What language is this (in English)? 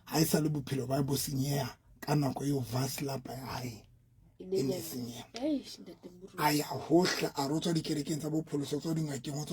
Southern Sotho